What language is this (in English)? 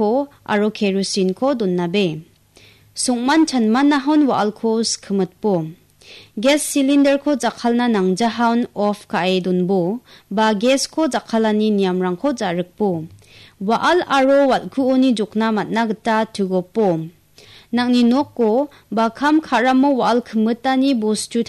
Garo